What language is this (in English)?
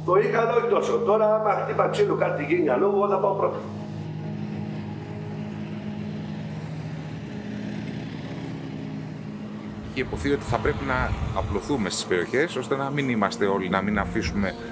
Greek